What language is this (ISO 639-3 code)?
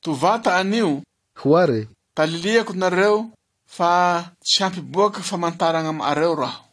mlg